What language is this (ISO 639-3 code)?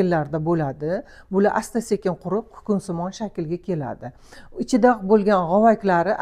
uzb